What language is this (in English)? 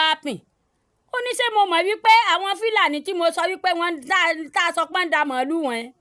Yoruba